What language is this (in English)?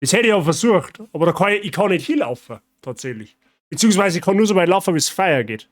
Bavarian